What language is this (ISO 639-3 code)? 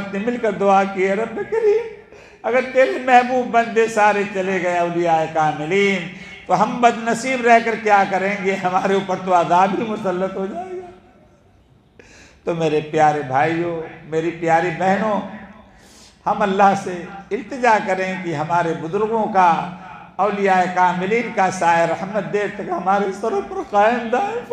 urd